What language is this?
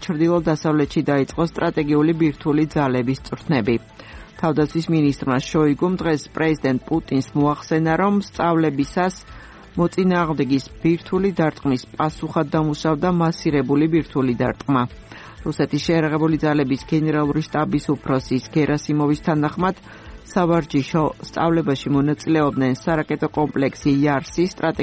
Georgian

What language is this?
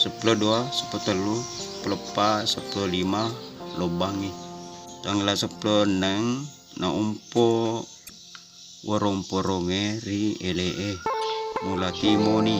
Buginese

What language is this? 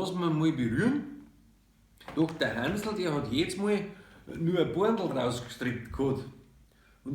Bavarian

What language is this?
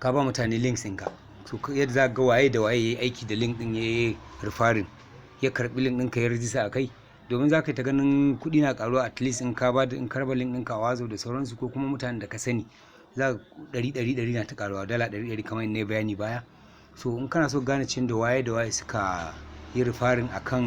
Hausa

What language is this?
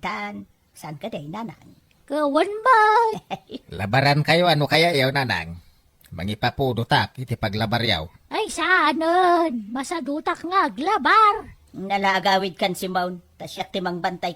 Iloko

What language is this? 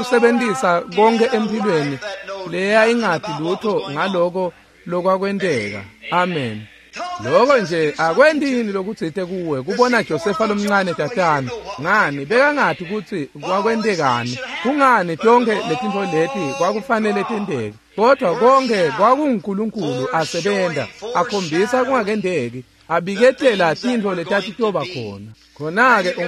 Swati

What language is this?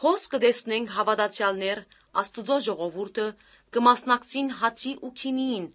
Armenian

